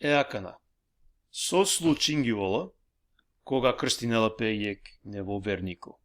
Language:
Balkan Romani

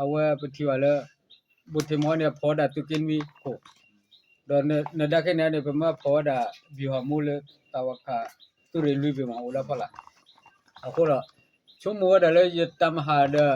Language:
S'gaw Karen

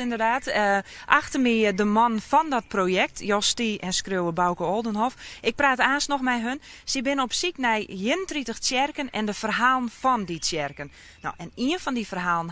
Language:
Western Frisian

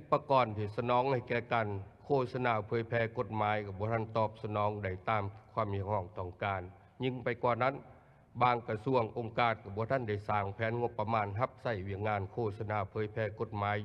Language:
Lao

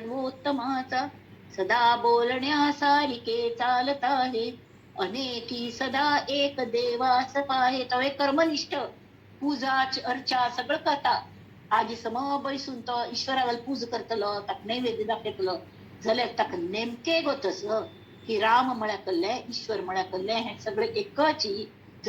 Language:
Konkani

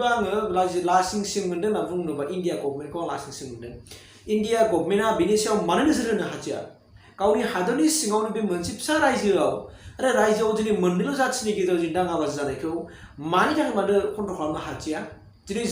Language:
Bodo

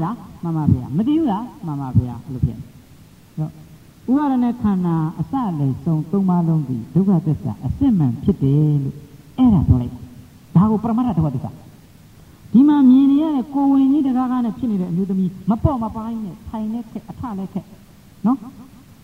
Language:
Burmese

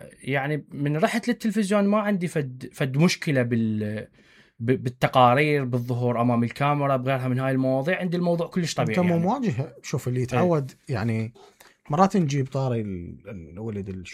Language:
Mesopotamian Arabic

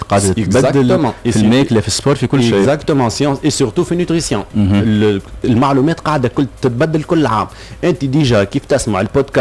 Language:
Tunisian Arabic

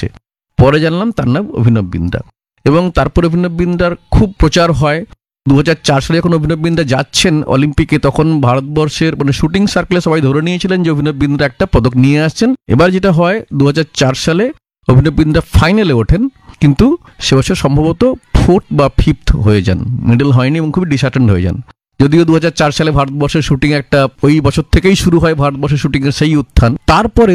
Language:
Bangla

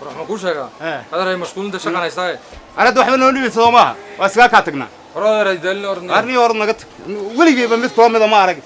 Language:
Somali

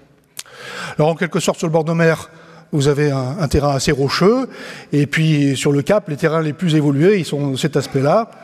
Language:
French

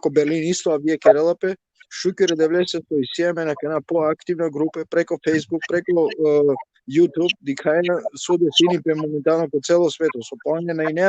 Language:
Balkan Romani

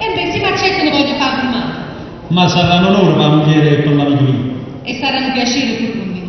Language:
Neapolitan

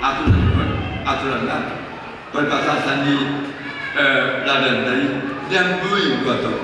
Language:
Batak Toba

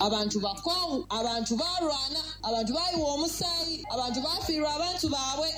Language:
Ganda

